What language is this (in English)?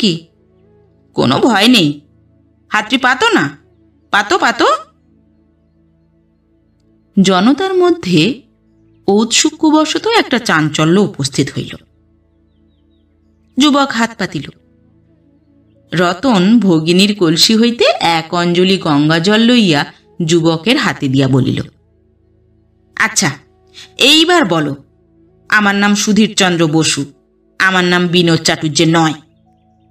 Bangla